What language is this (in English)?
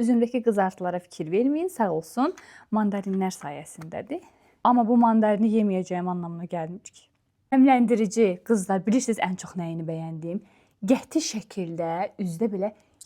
Azerbaijani